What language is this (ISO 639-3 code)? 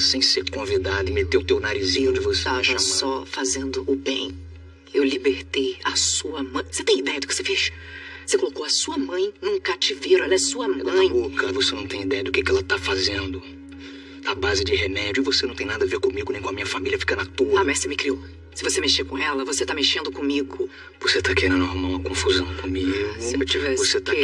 por